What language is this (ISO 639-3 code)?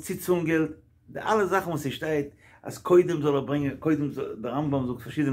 yid